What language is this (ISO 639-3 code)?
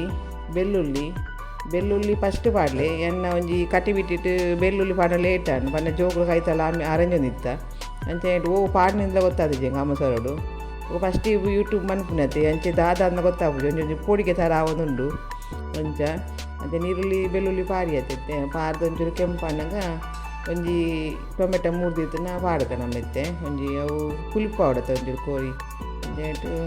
tcy